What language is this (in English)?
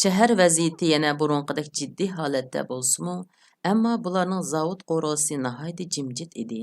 Uyghur